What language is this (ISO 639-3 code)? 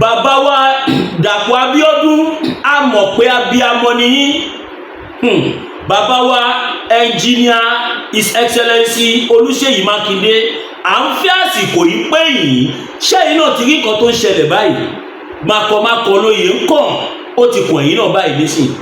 yor